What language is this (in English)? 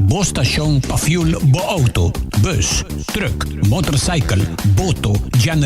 Papiamento